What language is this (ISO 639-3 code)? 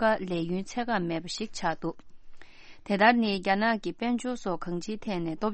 bod